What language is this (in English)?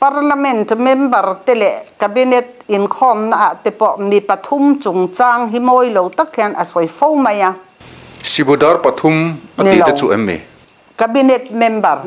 Mizo